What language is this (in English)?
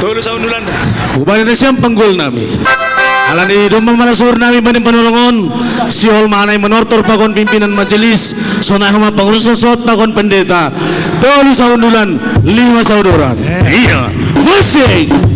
Batak Simalungun